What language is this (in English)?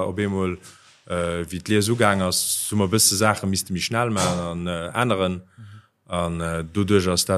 Luxembourgish